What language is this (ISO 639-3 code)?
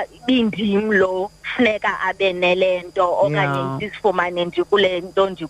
xho